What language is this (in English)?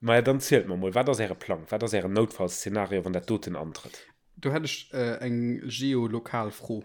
Luxembourgish